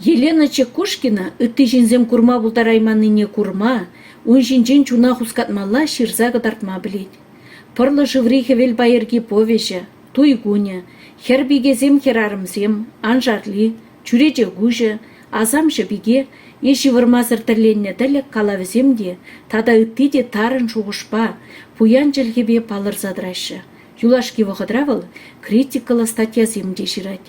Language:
Chuvash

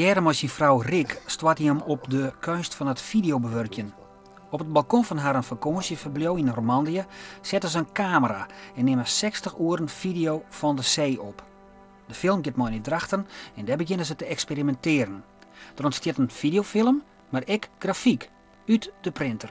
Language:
Western Frisian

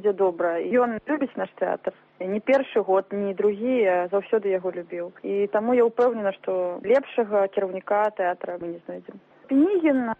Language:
Belarusian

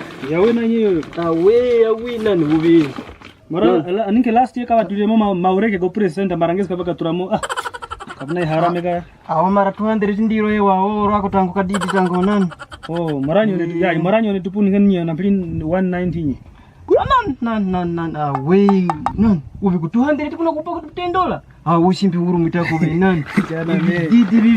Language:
Kwangali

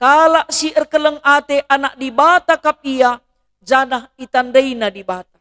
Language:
Batak Karo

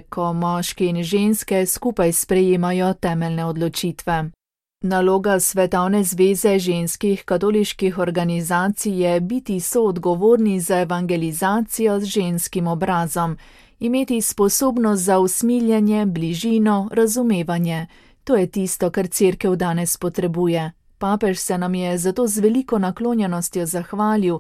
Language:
Slovenian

